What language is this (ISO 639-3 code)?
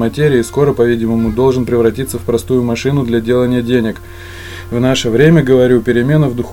rus